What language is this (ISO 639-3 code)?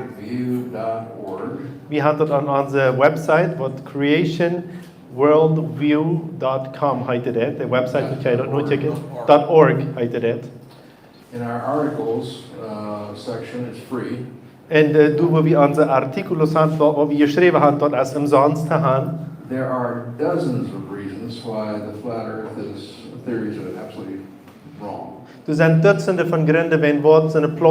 pdt